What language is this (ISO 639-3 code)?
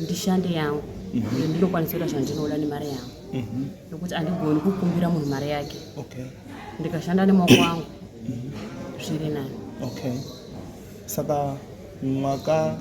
sna